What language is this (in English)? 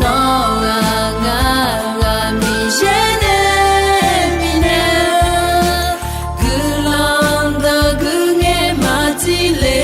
Akha